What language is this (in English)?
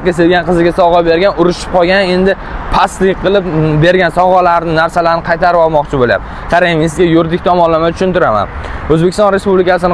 Uzbek